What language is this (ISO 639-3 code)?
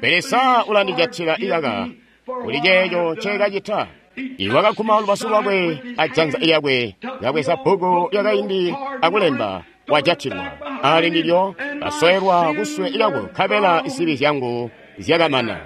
toi